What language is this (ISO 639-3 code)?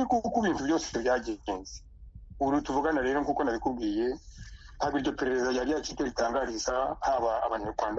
kin